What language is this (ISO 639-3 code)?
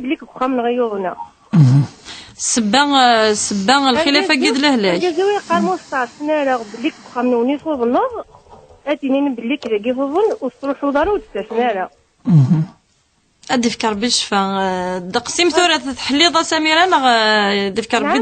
kab